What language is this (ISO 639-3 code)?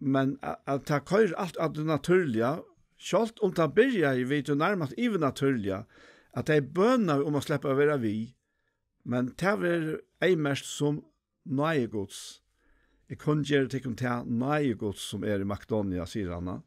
fao